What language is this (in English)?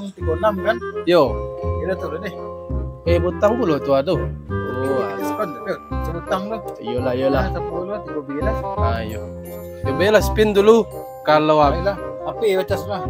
Minangkabau